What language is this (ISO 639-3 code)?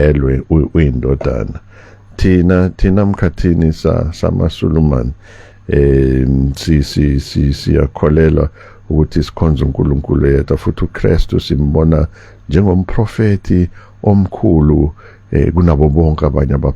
zul